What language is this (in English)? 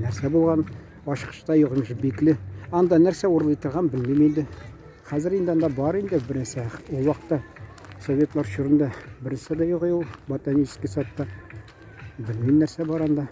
Tatar